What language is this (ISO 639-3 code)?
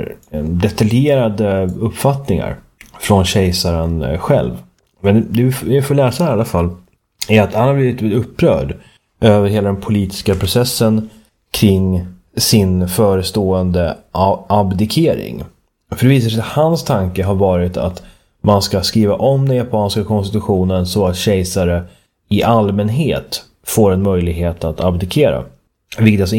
swe